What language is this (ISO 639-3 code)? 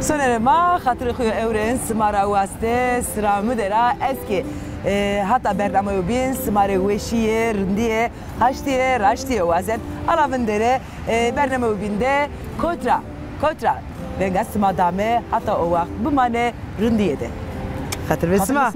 zza